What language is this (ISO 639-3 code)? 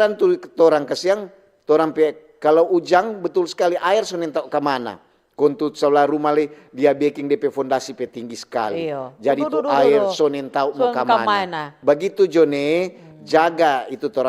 xmm